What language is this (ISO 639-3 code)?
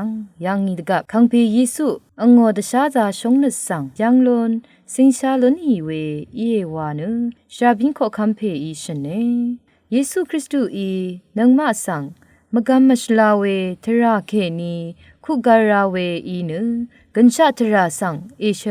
raw